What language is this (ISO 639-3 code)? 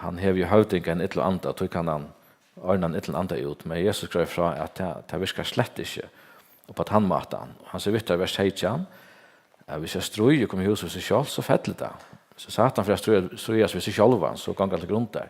fao